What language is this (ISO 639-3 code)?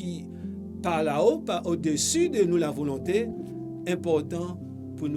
mfe